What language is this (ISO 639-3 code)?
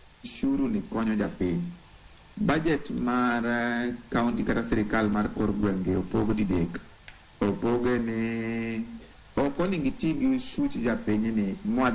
luo